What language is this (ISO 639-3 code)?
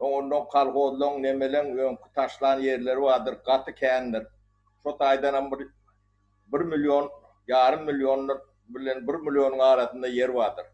tuk